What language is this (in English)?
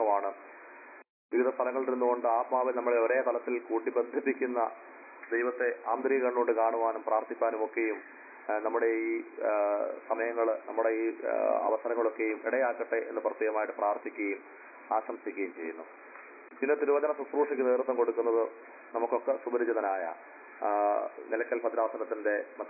Malayalam